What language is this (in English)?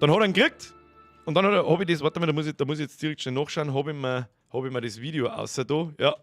Bavarian